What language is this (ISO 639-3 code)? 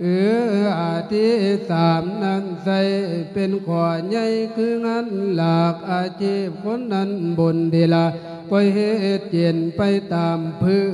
lao